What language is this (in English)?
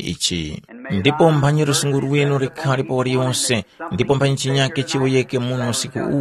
Tumbuka